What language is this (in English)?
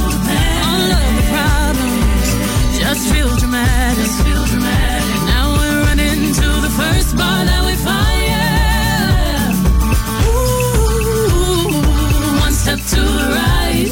English